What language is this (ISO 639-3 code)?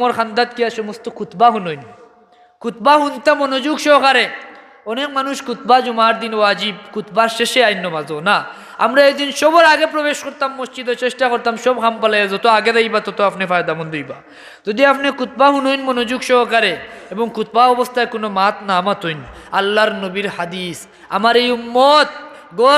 syl